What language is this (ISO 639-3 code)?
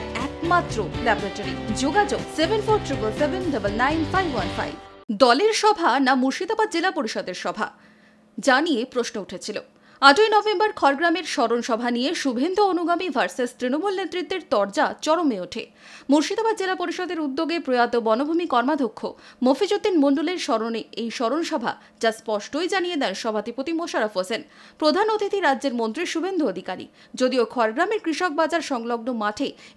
ben